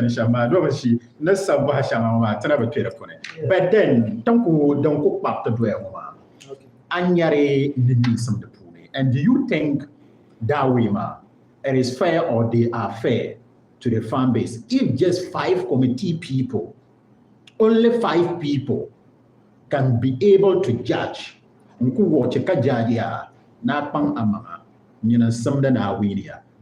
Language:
Dagbani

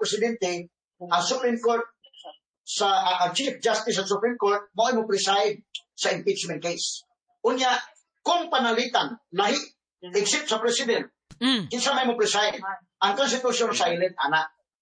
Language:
Cebuano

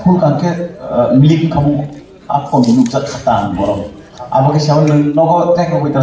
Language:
Kok Borok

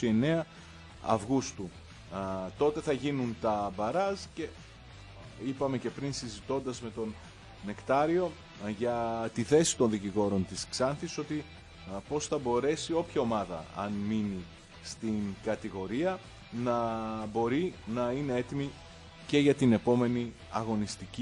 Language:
Greek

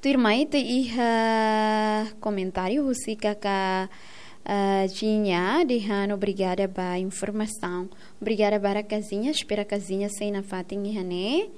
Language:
Tetum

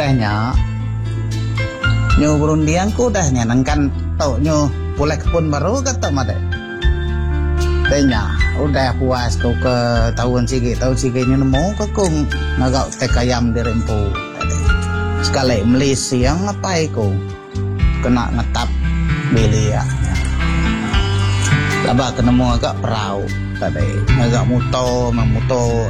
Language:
Iban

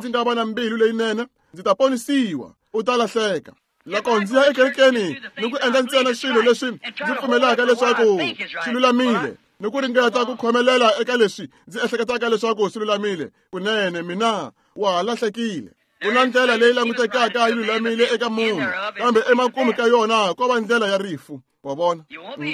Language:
Tsonga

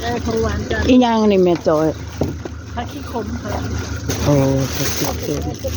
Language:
Northeastern Thai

